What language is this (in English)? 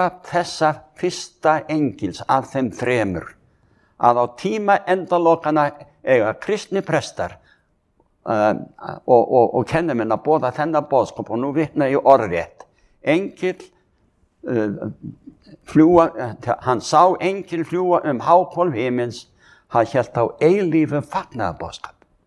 Icelandic